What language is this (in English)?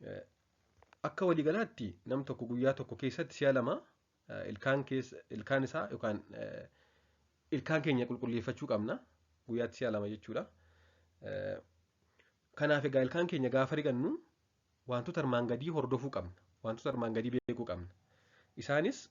Oromo